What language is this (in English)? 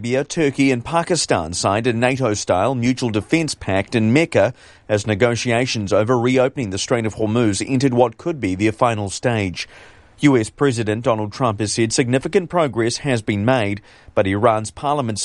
English